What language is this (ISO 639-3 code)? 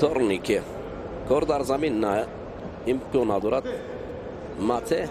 tgk